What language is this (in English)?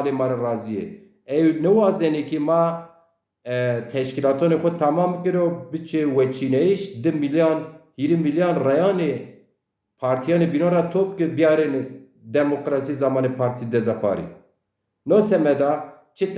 Zaza